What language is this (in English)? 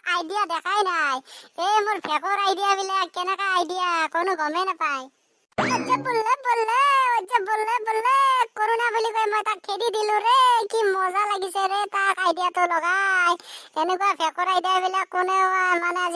Assamese